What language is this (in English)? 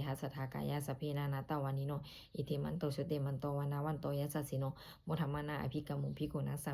Pali